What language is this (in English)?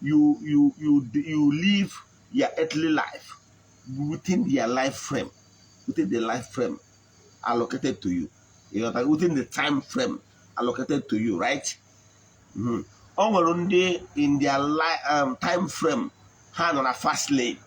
Igbo